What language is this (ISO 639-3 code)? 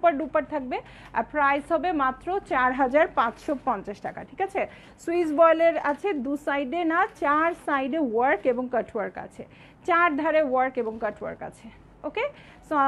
ben